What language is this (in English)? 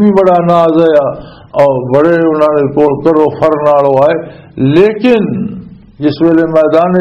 Western Panjabi